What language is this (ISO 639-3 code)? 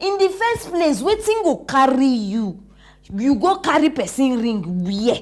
pcm